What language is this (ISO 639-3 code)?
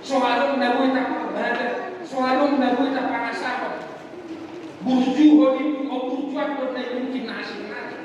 bbc